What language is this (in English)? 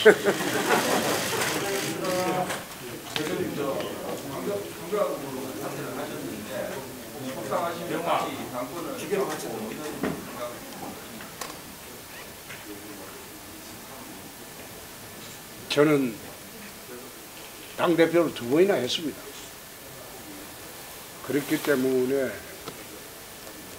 Korean